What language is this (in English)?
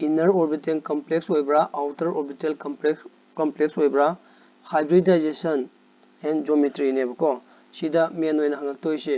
Manipuri